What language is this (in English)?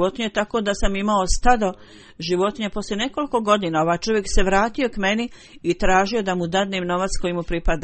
Bosnian